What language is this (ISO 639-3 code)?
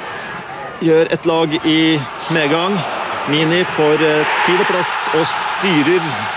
nor